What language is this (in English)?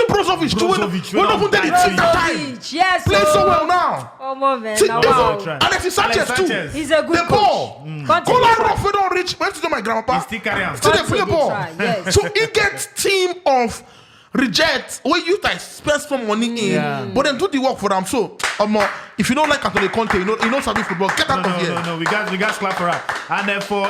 Nigerian Pidgin